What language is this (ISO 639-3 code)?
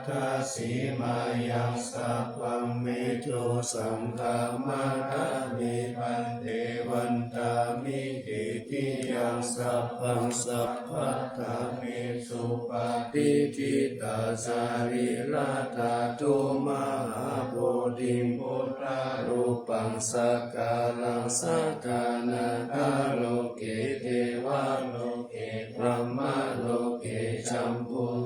pli